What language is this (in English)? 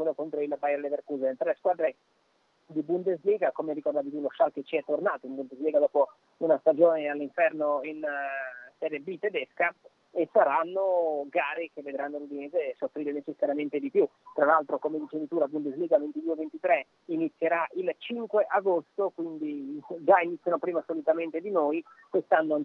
Italian